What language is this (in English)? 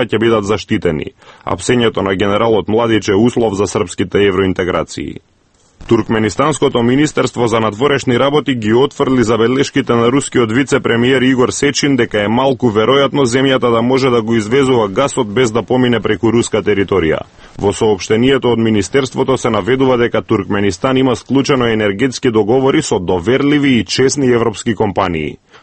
Macedonian